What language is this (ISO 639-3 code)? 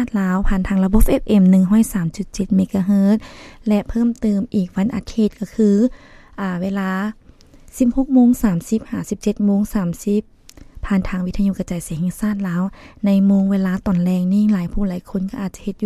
lao